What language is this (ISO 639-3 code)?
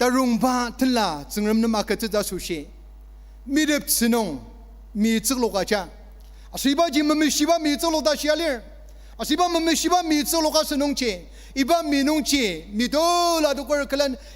njo